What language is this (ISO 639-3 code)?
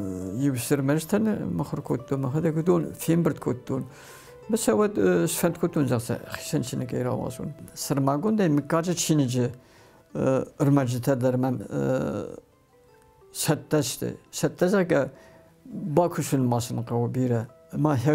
oss